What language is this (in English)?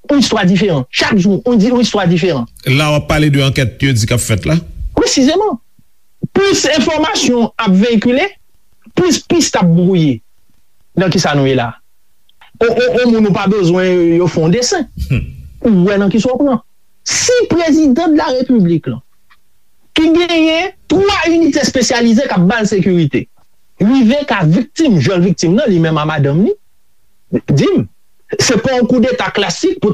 Haitian Creole